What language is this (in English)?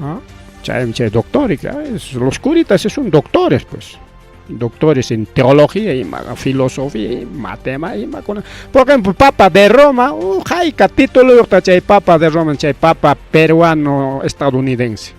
Ayacucho Quechua